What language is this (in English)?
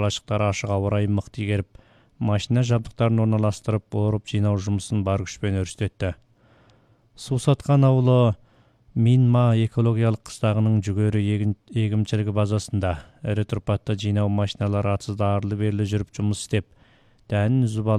Kazakh